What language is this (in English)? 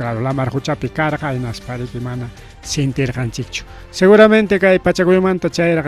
Ayacucho Quechua